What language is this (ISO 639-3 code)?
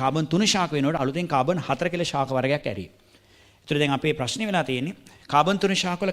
sin